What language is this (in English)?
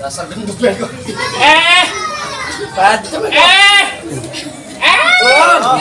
Betawi